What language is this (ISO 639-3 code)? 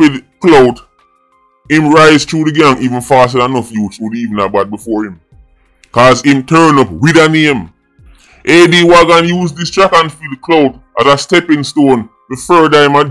jam